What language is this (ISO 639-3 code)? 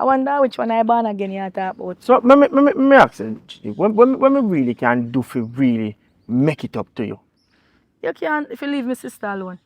jam